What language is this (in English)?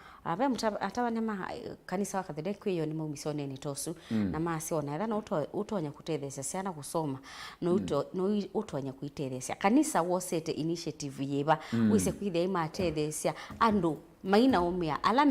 Kamba